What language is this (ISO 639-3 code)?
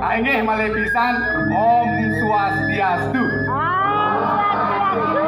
ban